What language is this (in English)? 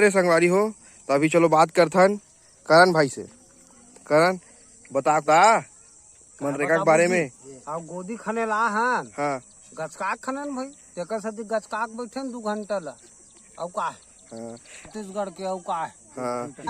Chhattisgarhi